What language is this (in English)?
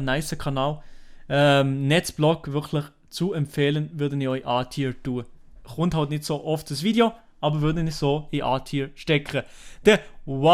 Swiss German